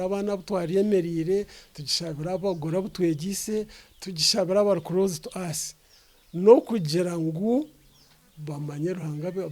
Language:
Nyankole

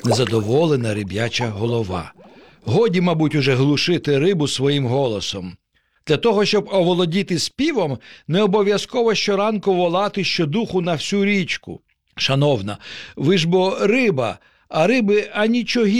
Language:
Ukrainian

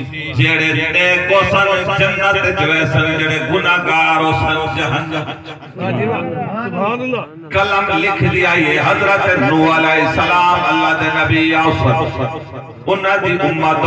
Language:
Saraiki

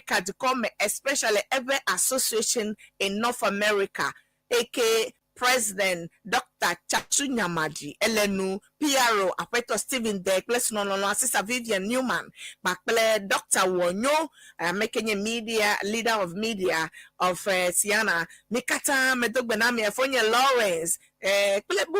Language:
Ewe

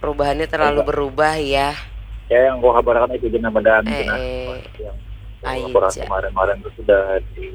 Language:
Banjar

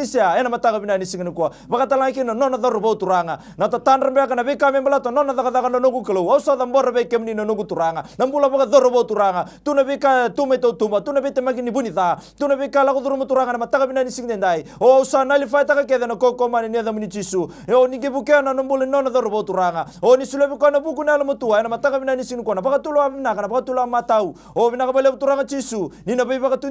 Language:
Fijian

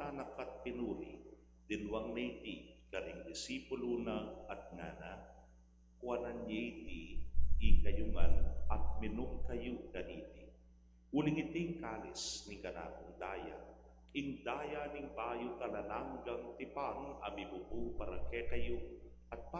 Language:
Pampanga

